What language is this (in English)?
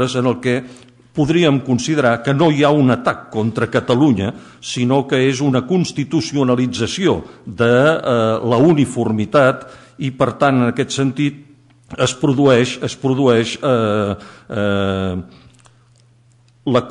Catalan